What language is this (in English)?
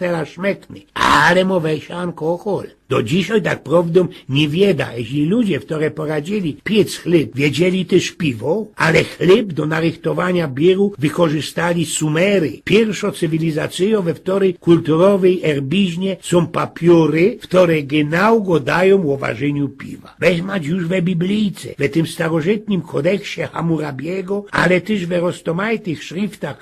Silesian